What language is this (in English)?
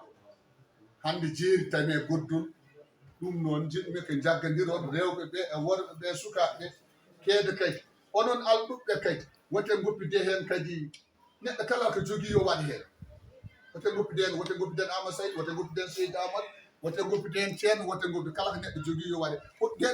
Fula